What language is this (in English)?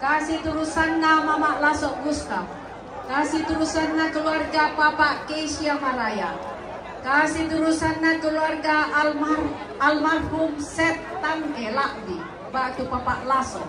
Toraja-Sa'dan